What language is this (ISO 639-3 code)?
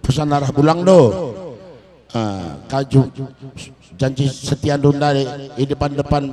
btx